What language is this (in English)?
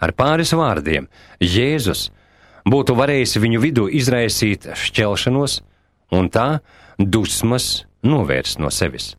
Latvian